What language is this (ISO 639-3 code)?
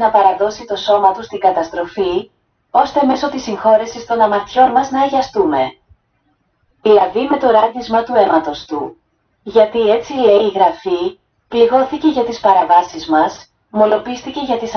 ell